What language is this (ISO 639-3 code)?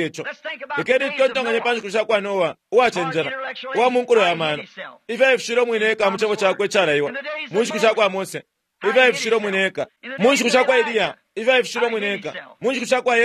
bem